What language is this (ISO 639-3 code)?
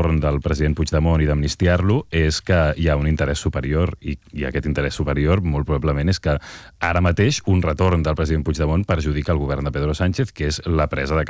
cat